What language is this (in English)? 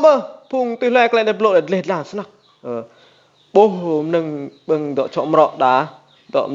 Rade